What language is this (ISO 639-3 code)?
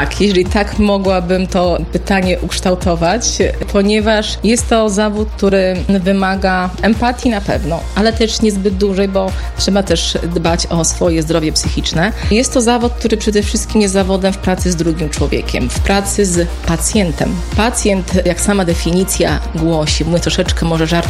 pol